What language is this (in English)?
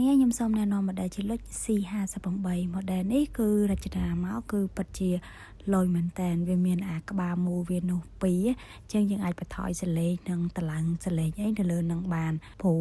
Khmer